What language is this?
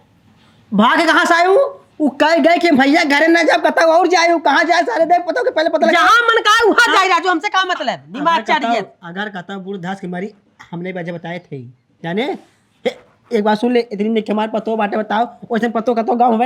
Awadhi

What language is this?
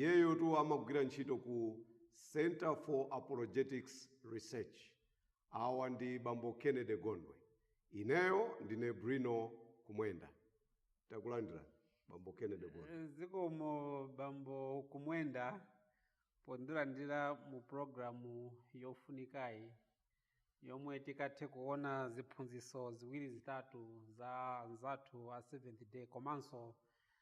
Nyanja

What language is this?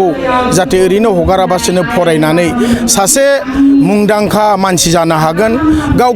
Bodo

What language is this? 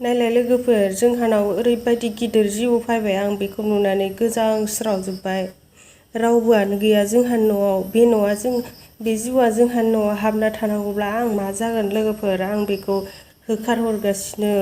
Bodo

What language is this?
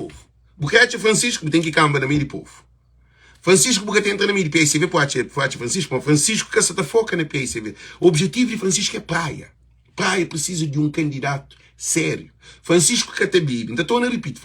Kabuverdianu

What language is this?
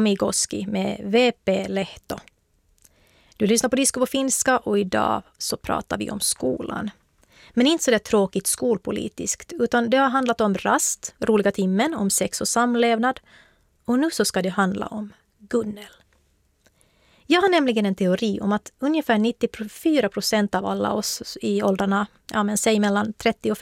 Swedish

